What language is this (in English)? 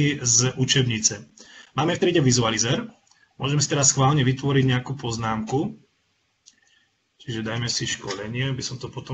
Slovak